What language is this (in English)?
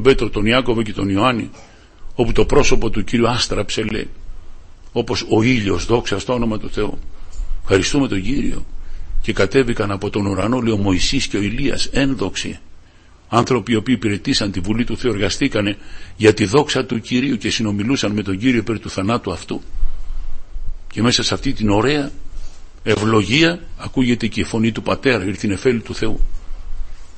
Greek